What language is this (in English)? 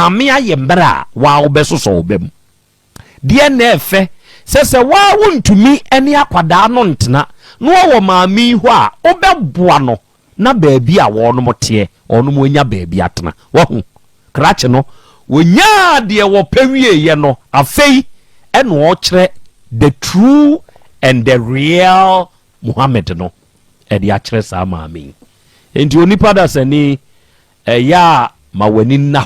Akan